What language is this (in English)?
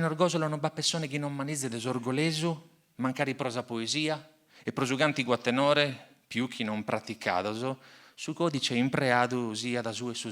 Sardinian